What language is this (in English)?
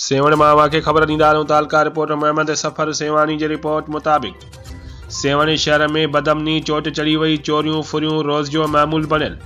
Sindhi